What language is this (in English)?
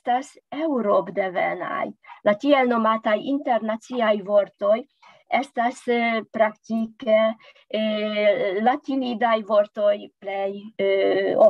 Esperanto